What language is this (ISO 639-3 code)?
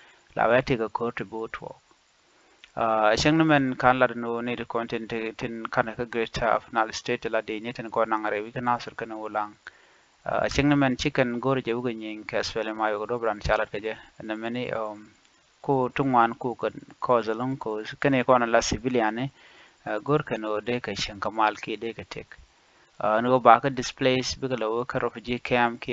nus